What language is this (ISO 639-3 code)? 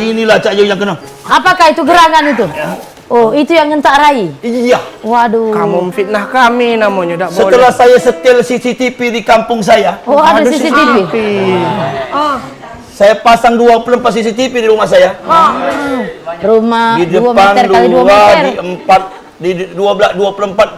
mui